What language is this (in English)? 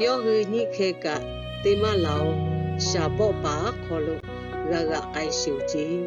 Lahu